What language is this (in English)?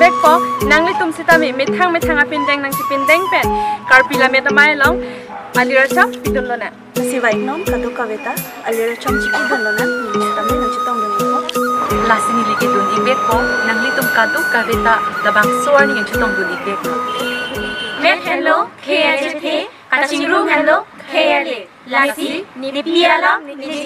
Karbi